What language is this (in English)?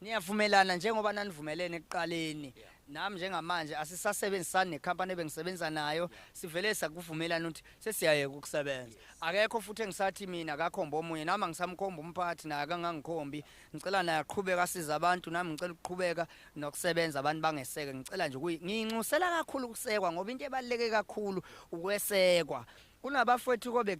Zulu